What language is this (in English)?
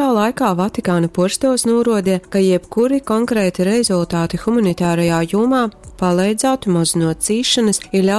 Latgalian